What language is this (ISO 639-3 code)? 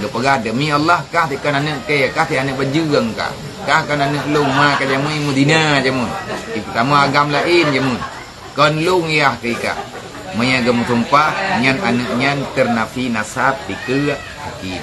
ace